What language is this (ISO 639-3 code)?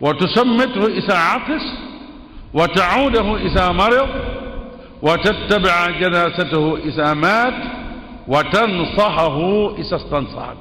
wol